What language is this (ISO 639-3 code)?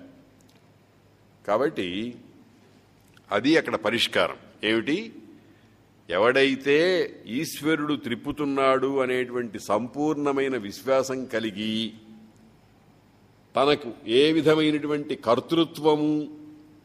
tel